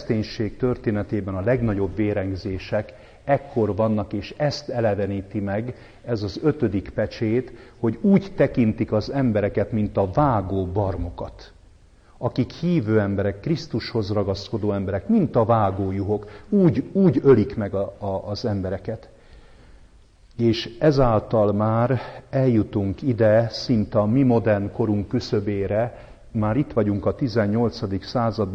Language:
Hungarian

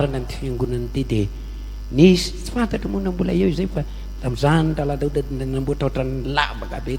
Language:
Malagasy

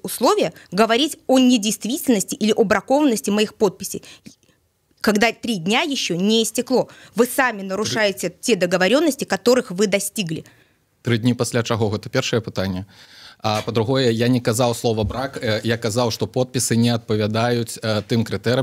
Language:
Belarusian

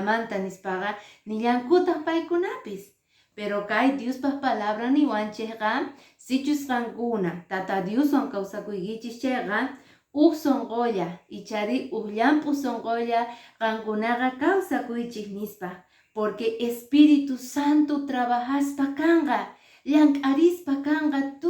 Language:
Quechua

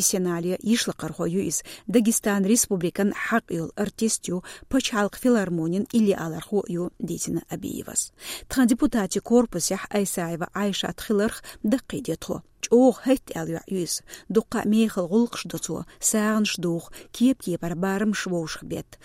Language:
Chechen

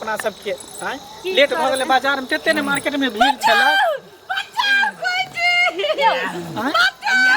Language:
Maithili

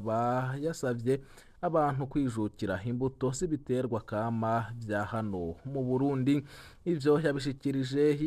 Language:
Rundi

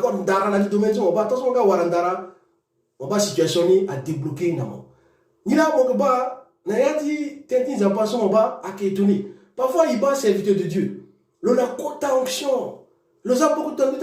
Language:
Sango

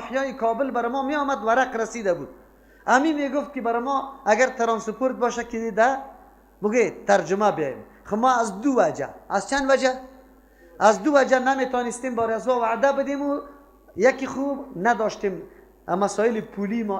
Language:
Persian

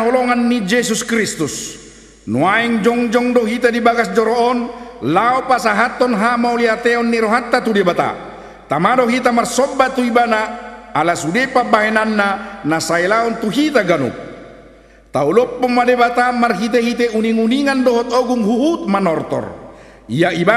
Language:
Batak Toba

